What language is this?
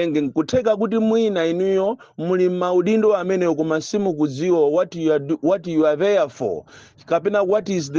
Nyanja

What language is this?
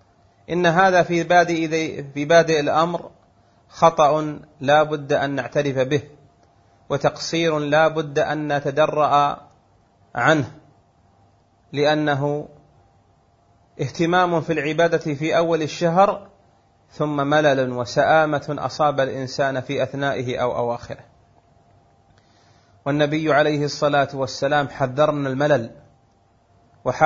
Arabic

